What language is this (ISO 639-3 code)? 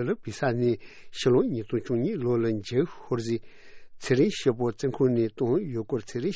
bod